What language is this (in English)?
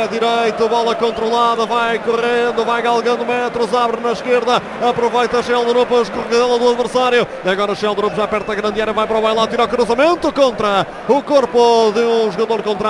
Portuguese